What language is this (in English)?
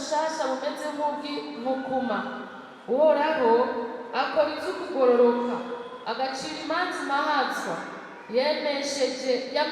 Rundi